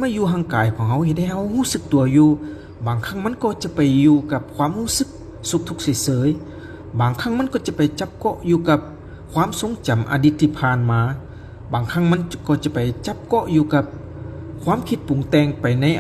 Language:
Lao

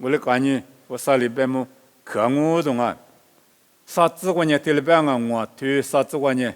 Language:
Lisu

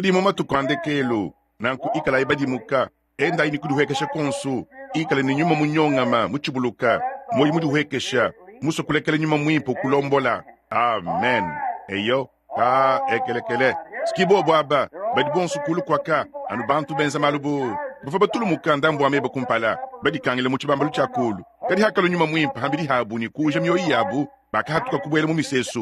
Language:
Luba-Lulua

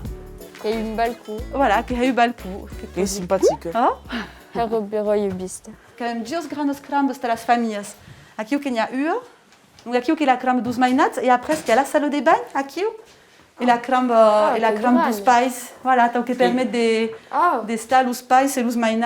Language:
Occitan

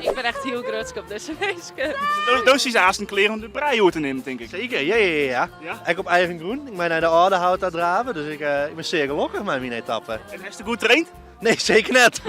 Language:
Western Frisian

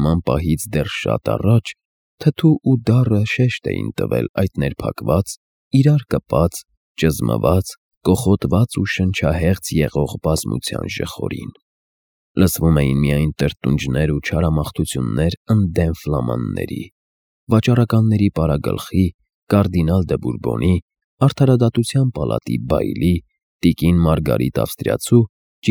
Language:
Armenian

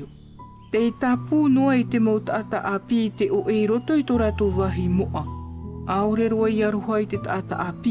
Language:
Tahitian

